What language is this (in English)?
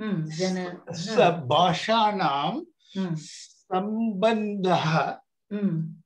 Sanskrit